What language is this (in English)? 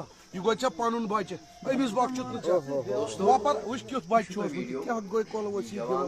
Kashmiri